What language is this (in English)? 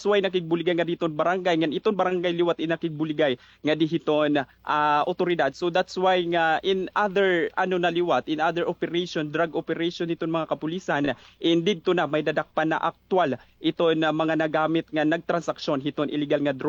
Waray